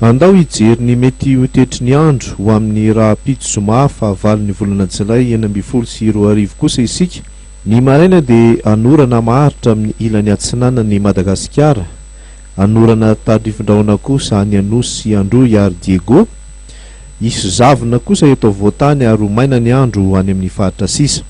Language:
Malagasy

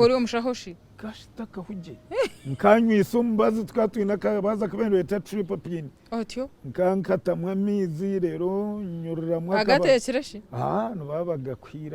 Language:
Nyankole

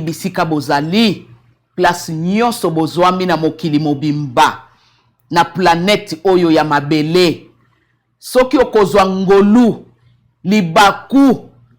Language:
Lingala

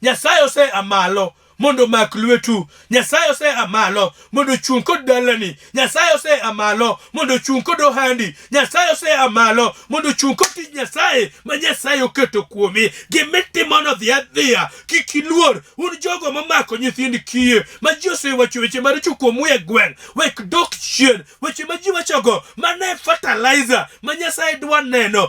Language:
Luo (Kenya and Tanzania)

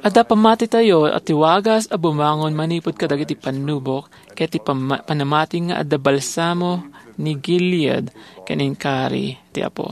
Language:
Iloko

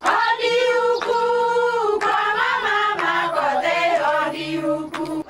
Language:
Meru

